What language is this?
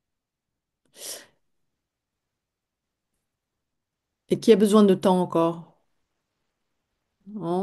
French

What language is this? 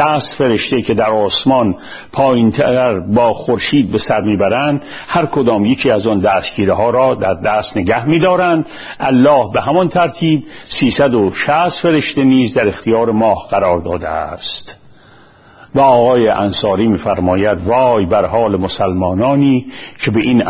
Persian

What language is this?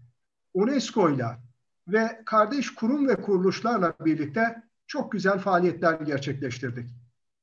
Turkish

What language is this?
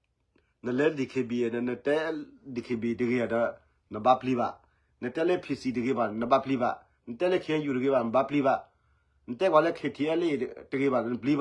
S'gaw Karen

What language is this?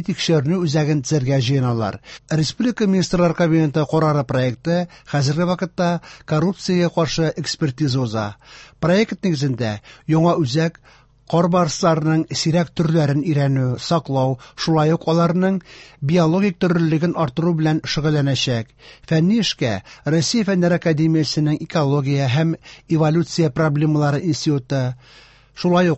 Tatar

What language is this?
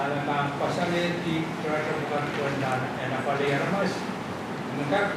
Pohnpeian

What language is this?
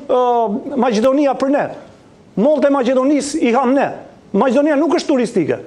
Albanian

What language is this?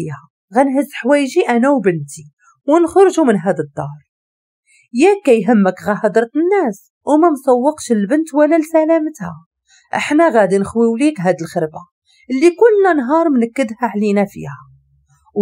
Moroccan Arabic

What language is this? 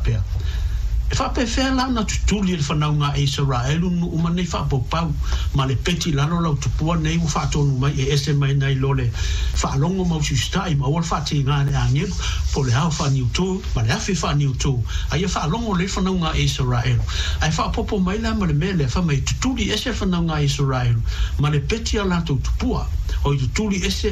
Samoan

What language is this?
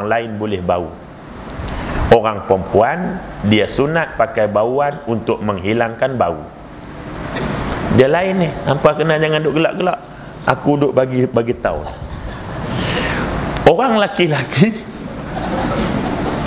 Malay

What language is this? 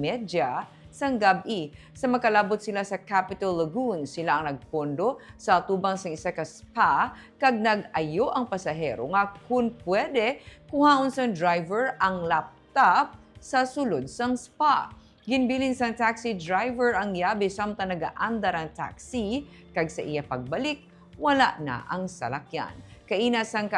Hiligaynon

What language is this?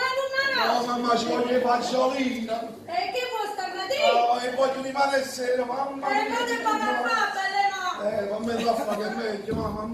Neapolitan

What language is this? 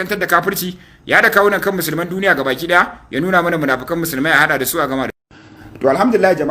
Hausa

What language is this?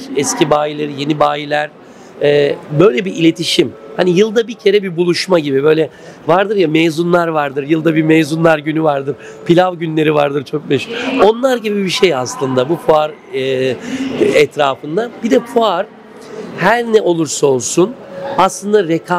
Turkish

